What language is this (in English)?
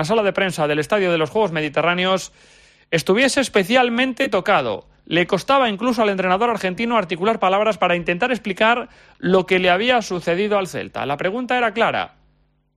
Spanish